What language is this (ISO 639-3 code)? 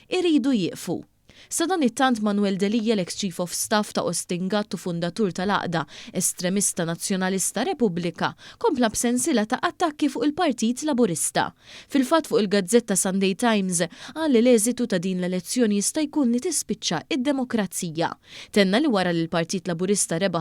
mlt